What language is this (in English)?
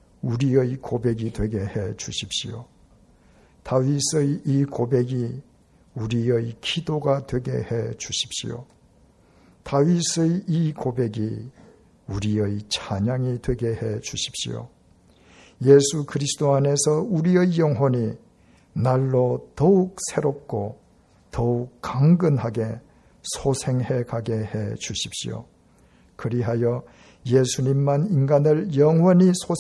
Korean